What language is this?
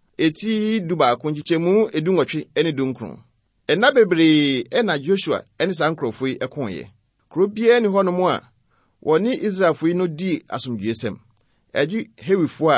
Akan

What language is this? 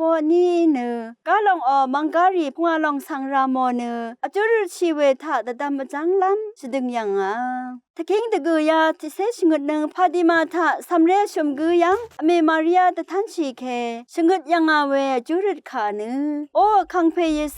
Rawang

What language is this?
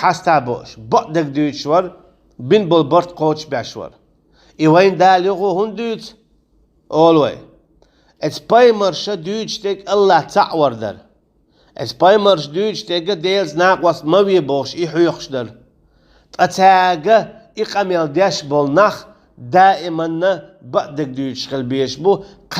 Chechen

